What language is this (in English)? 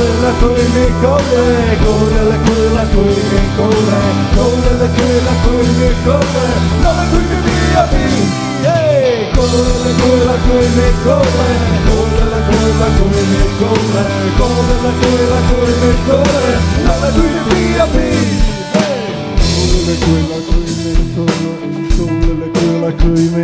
Czech